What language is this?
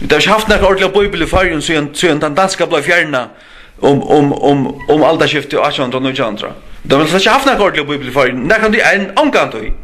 Faroese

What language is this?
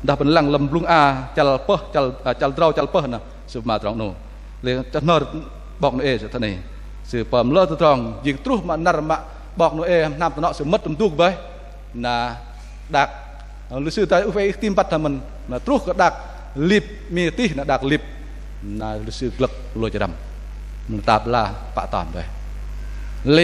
Bahnar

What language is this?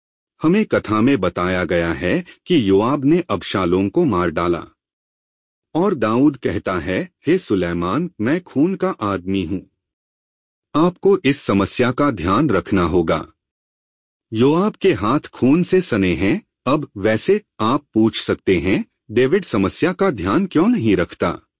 Hindi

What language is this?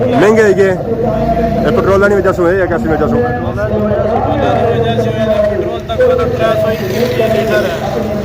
Pahari-Potwari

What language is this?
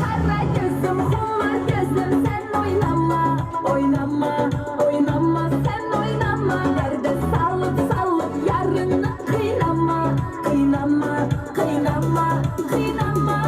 Kara-Kalpak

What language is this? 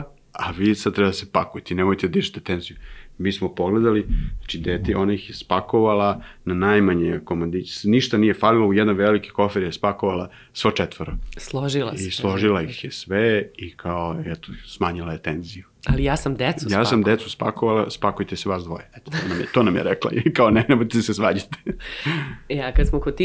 Serbian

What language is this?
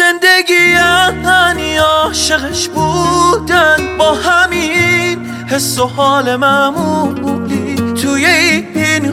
Persian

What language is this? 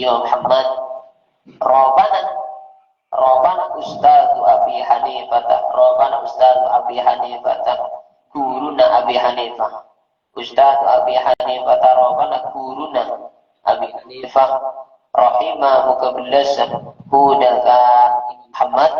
Madurese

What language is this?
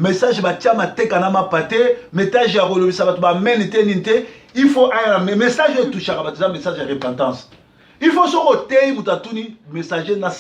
Lingala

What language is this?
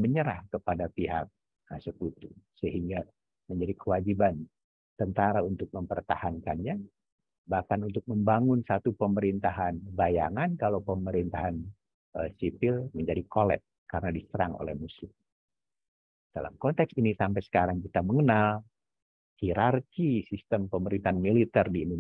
Indonesian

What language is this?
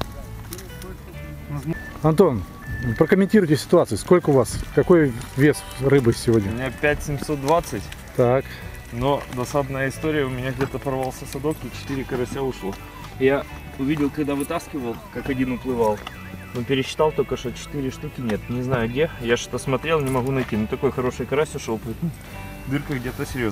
Russian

